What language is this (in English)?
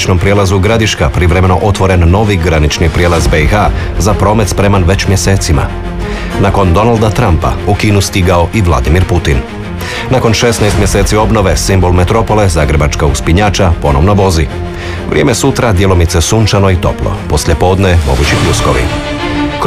Croatian